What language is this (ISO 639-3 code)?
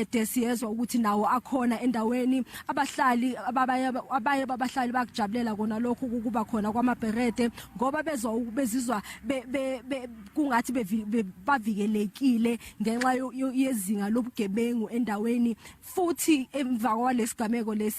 zul